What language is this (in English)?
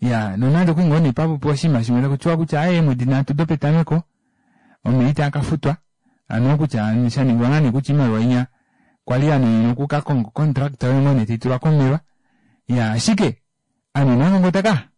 Kuanyama